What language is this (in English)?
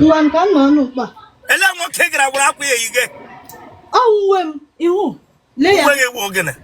Igbo